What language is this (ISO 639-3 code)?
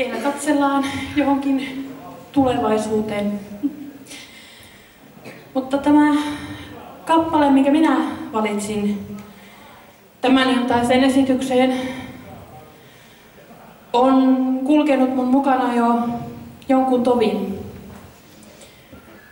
fin